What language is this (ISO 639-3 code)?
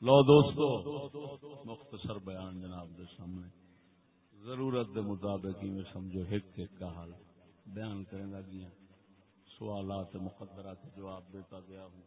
skr